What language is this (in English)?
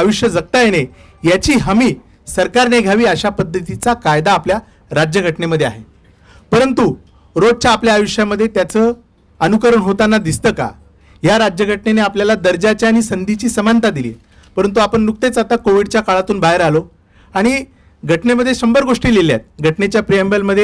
Marathi